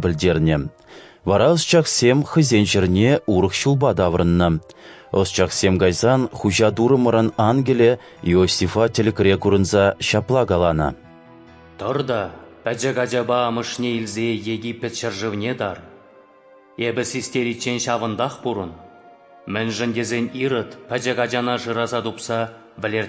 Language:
Chuvash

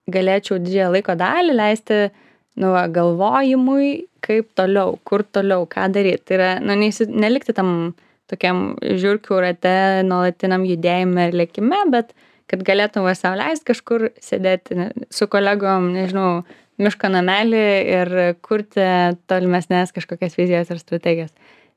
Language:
Lithuanian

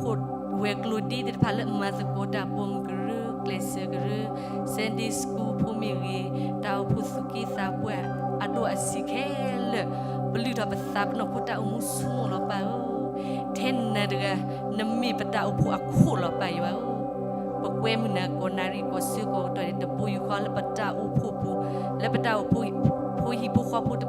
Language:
S'gaw Karen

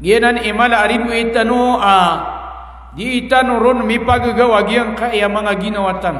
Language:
Maranao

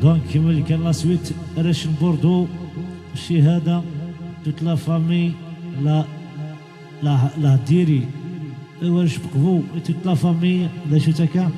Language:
Kabyle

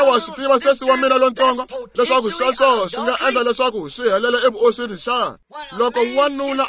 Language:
Tsonga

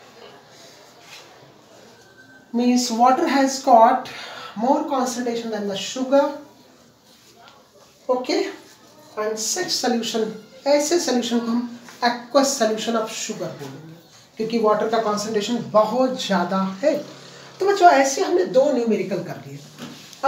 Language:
Hindi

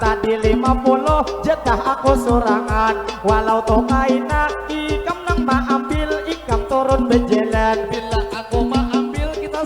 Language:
Banjar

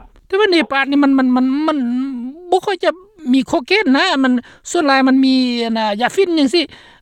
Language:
Lao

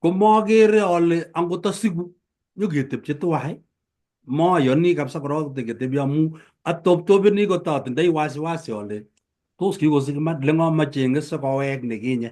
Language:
Kalenjin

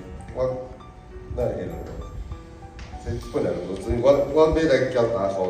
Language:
Min Nan Chinese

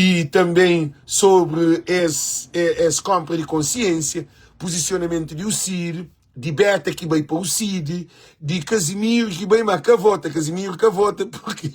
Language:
Kabuverdianu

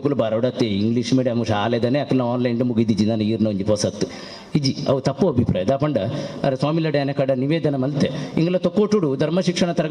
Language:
Tulu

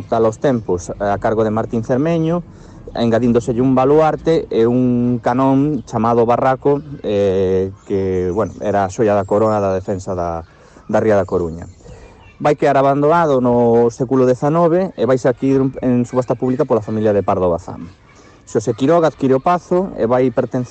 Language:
Galician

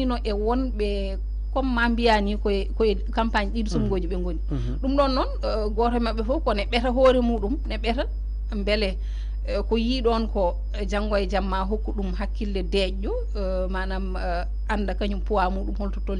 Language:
Fula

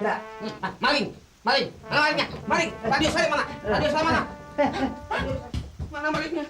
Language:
Betawi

